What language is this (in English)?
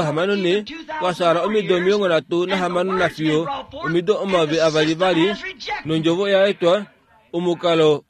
Kuanyama